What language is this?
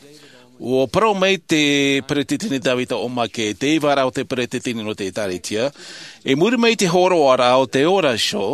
Tahitian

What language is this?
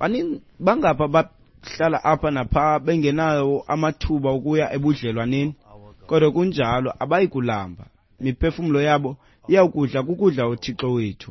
Xhosa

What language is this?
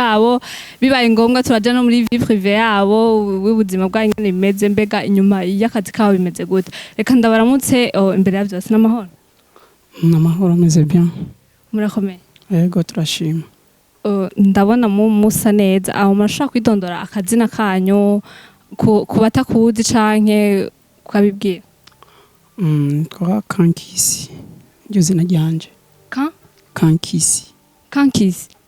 Rundi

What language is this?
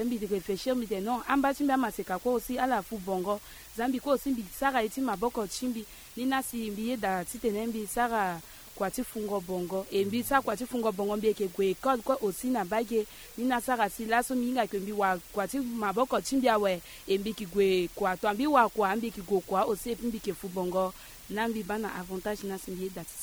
Sango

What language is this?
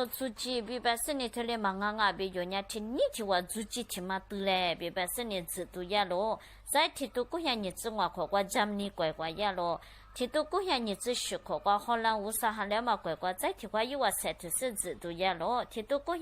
Lisu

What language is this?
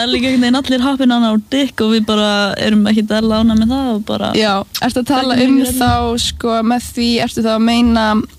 Icelandic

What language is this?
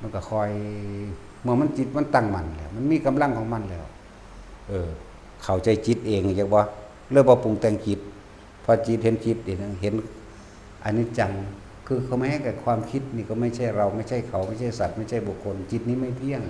Northeastern Thai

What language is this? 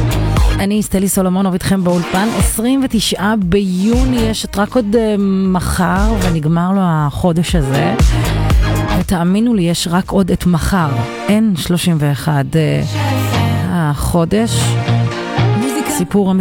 Hebrew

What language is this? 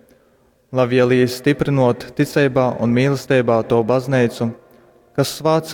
Latgalian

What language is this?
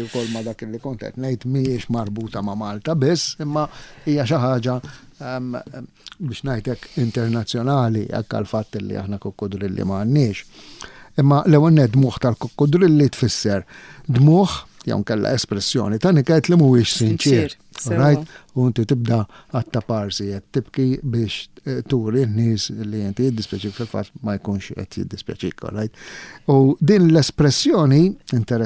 Maltese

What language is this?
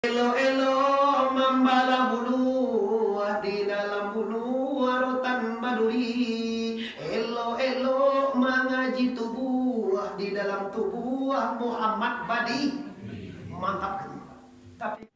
Minangkabau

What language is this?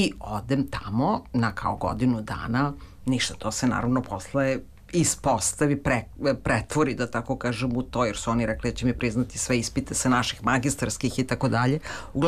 Serbian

